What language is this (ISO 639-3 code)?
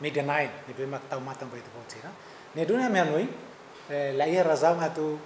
tet